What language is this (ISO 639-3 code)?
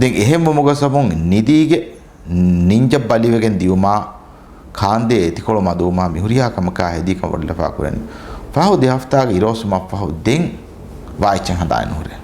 div